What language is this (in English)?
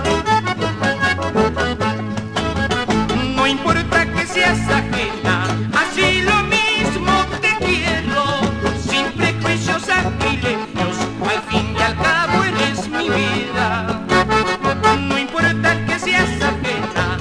Spanish